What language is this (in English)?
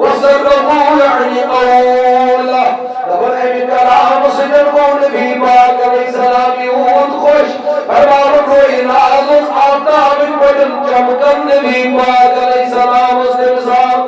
Kashmiri